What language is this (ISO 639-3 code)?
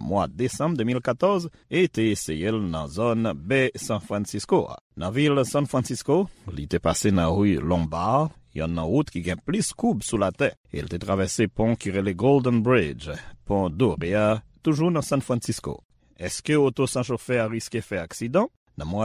hat